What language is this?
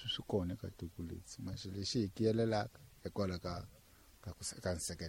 Tsonga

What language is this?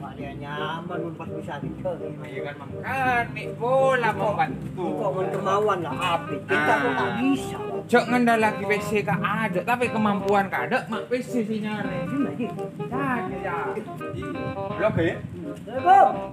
Madurese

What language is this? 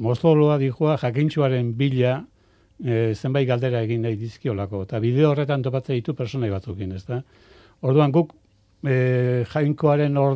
Basque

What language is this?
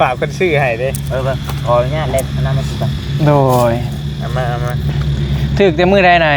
Northeastern Thai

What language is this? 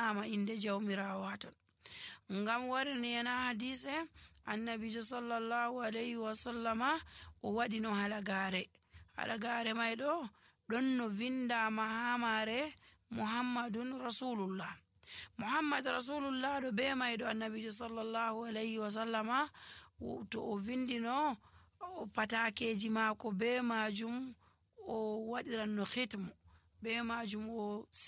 Nigerian Fulfulde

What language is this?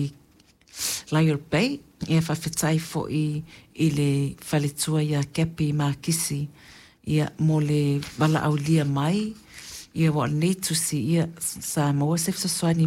Samoan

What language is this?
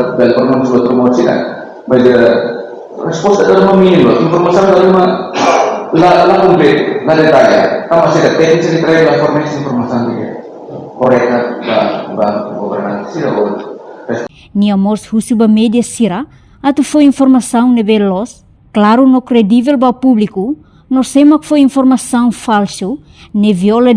Tetum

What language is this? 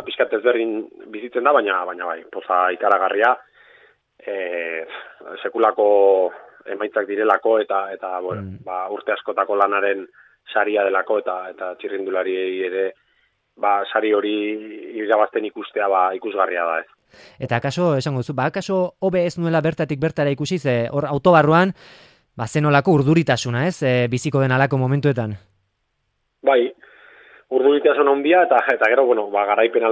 Basque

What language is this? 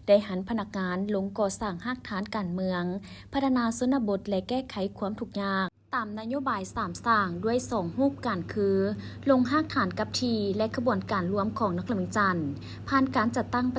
Lao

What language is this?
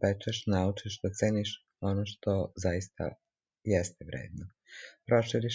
Serbian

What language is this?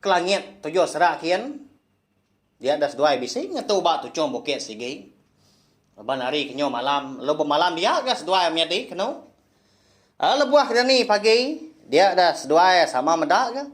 Iban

